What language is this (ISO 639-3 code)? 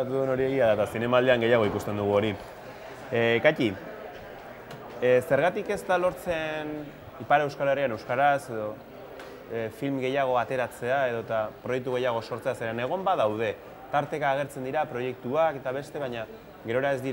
eus